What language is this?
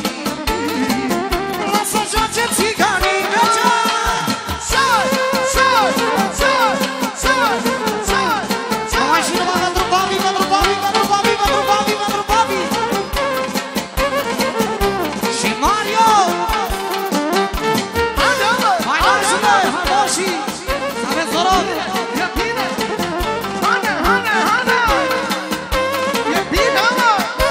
Romanian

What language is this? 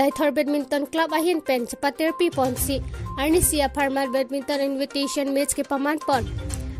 Karbi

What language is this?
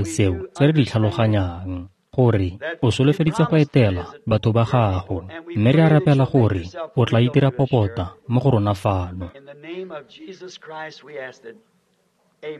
Tswana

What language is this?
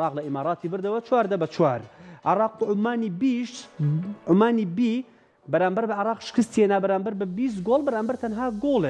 Central Kurdish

